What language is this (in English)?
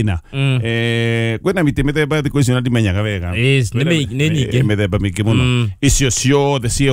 Kikuyu